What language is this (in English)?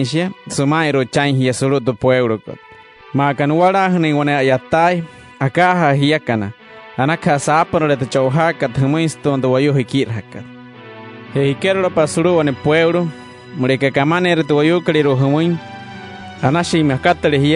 Wayuu